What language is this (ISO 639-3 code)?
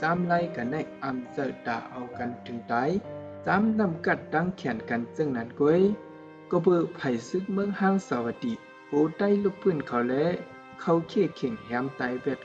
shn